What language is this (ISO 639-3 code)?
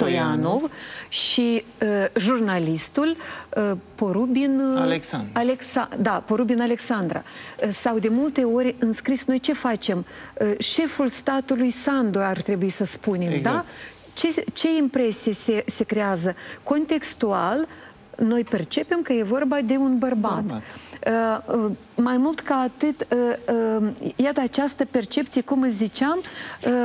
ron